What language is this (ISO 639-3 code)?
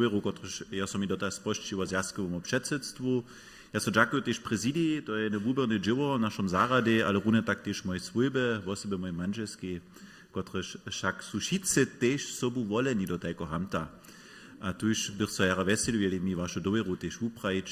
hsb